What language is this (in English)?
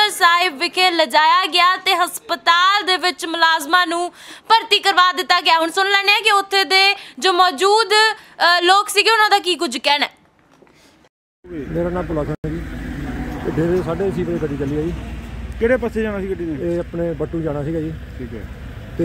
Punjabi